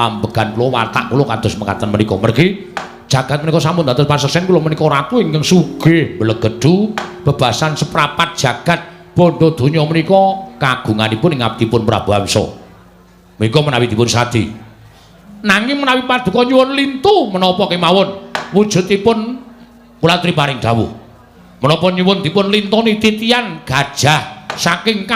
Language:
Javanese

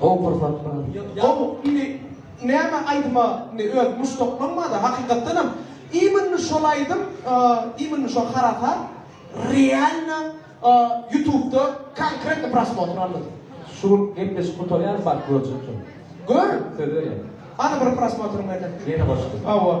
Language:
Turkmen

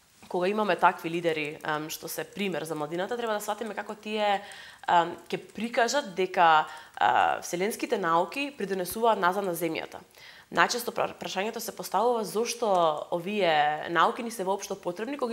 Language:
Macedonian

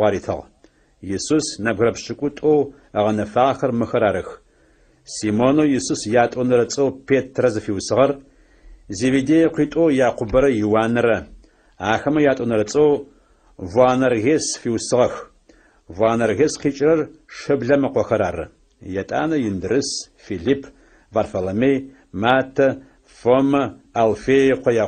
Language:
Adyghe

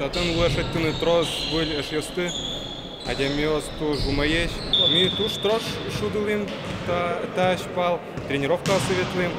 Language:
Udmurt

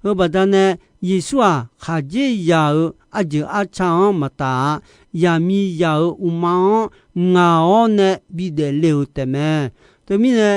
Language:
Akha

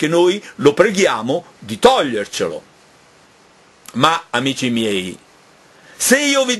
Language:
Italian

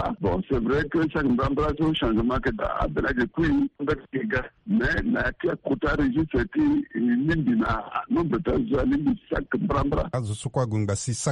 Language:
Sango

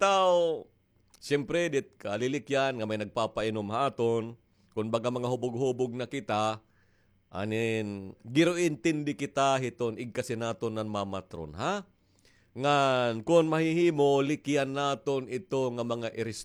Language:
Waray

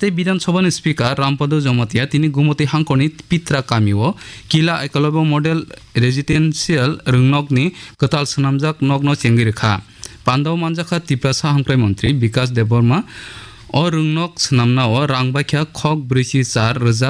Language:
Kok Borok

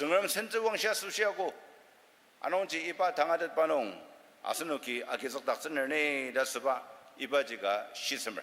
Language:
Ao Naga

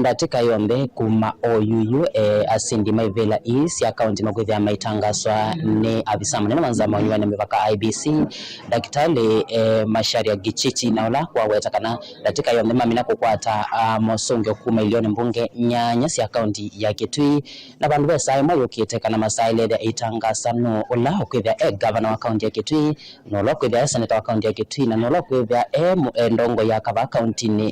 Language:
Kamba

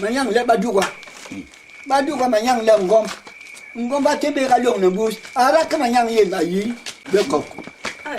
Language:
Basaa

